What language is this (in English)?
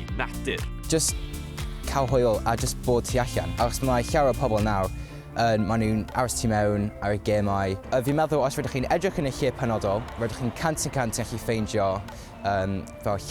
Welsh